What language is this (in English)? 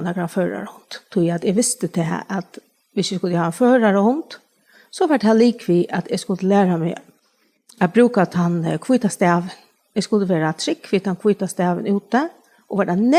Faroese